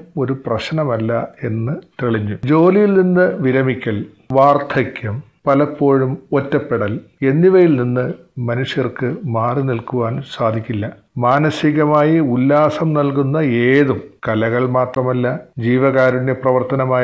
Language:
Malayalam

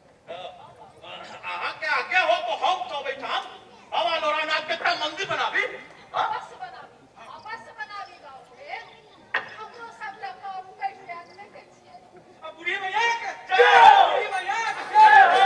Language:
Maithili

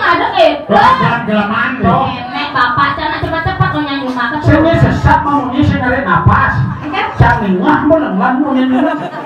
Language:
Balinese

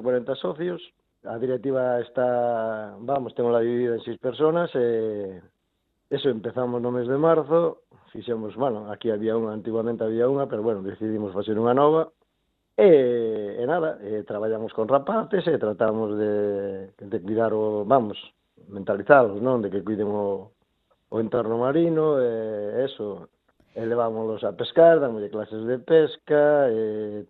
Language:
Galician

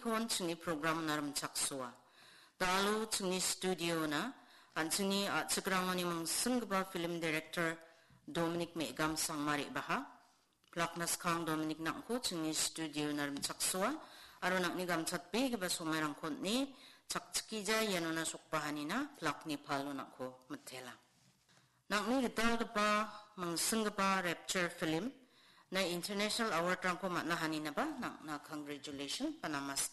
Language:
Garo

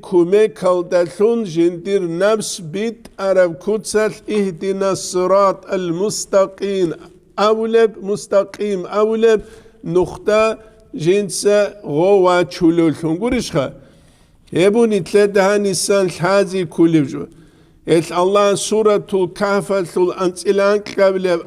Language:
Avaric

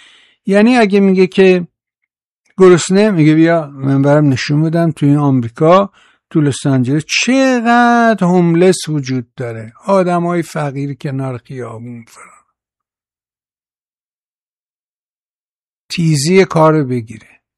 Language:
Persian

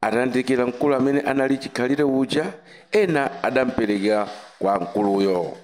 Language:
Nyanja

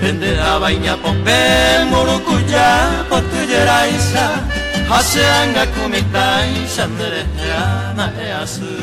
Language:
Guarani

